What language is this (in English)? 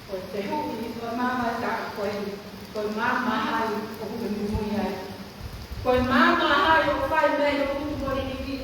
Tongan